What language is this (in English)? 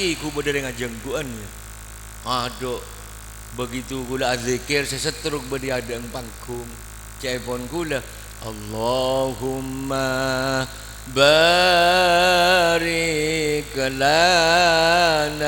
Madurese